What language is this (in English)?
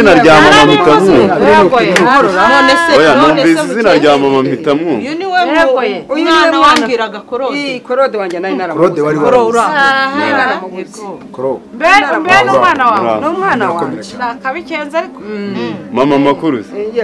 Kinyarwanda